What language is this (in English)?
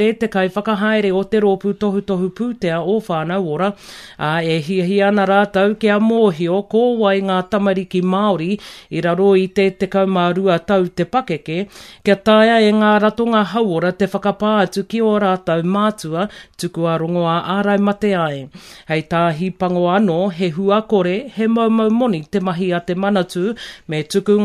Māori